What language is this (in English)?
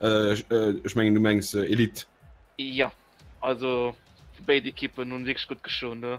Luxembourgish